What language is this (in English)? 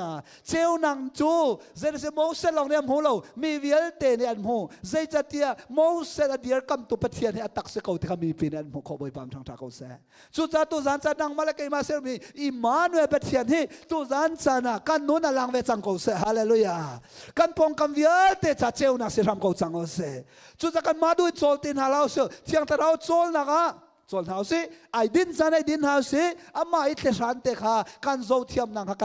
Hakha Chin